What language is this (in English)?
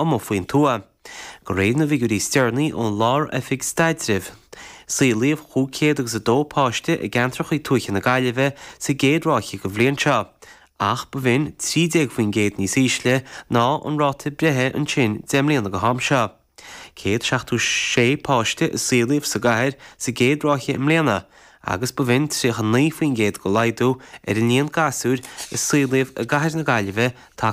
Irish